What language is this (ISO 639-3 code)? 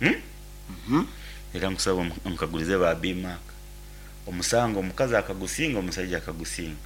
nyn